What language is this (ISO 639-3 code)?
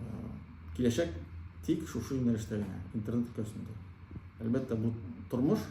tat